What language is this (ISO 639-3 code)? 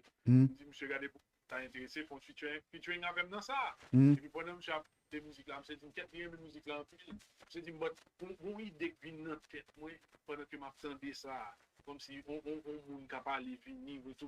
hat